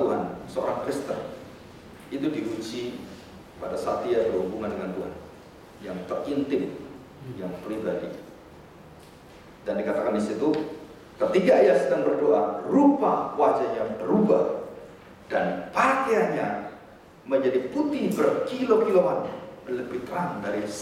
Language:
Indonesian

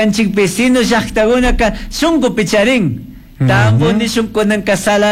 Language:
Chimborazo Highland Quichua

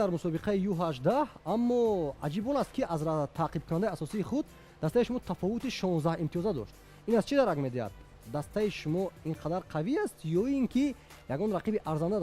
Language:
Tajik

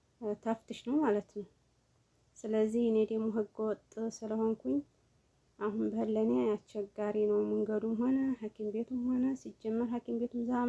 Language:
Amharic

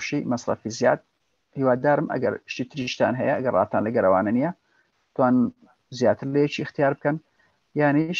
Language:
Central Kurdish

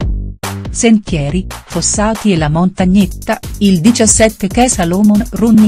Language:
Italian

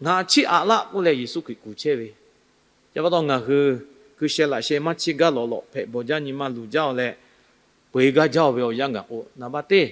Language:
Lahu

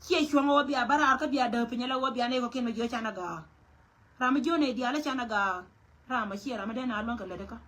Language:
Nuer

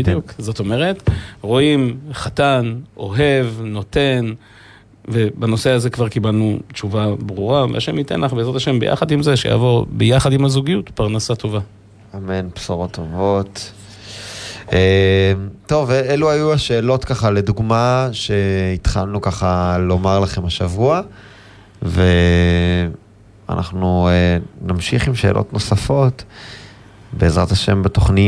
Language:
Hebrew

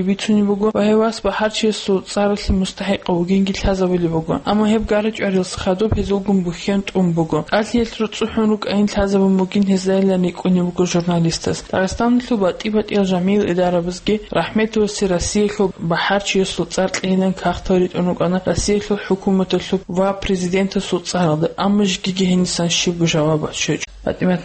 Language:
Avaric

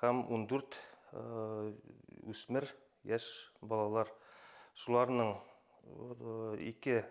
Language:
Bashkir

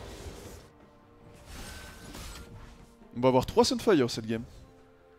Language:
French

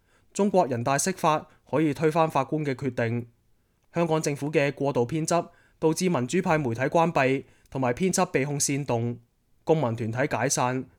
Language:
Cantonese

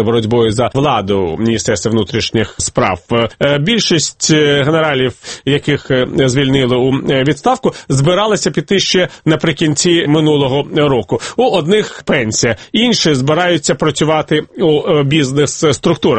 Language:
Ukrainian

